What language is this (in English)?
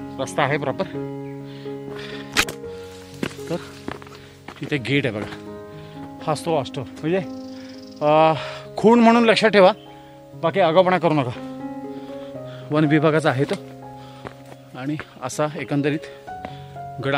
Marathi